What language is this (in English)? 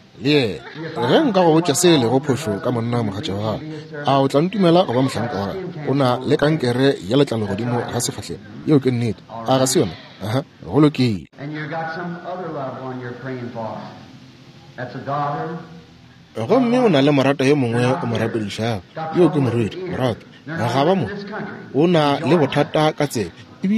Northern Sotho